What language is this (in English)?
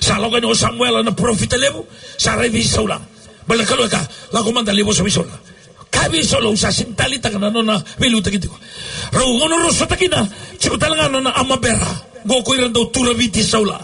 Fijian